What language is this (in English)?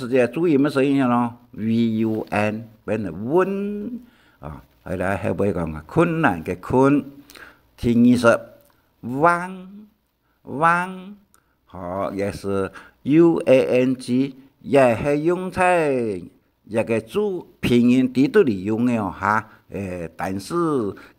Hakka Chinese